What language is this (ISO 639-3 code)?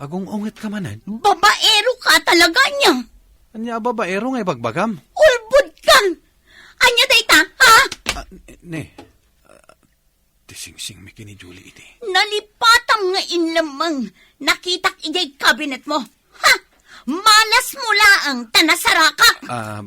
ilo